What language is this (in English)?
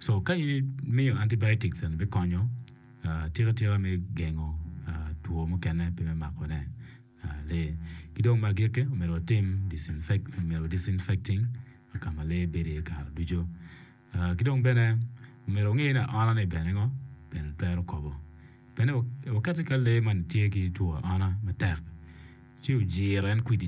Acoli